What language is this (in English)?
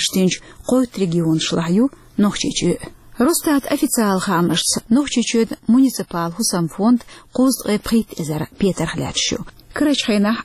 Chechen